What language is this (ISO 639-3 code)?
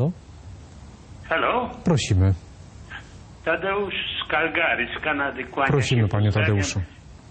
pol